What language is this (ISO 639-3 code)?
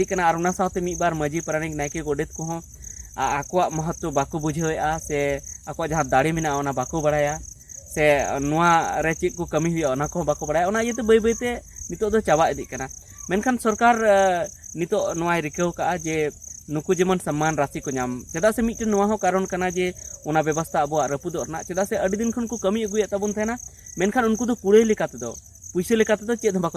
sat